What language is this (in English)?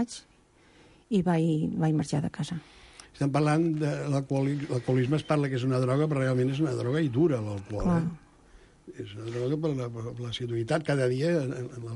Catalan